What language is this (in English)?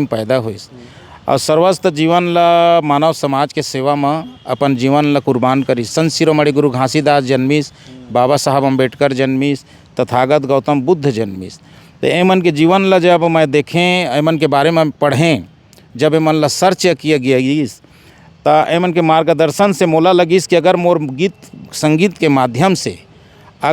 Chhattisgarhi